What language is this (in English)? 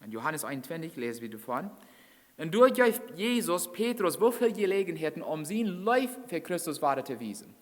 Plautdietsch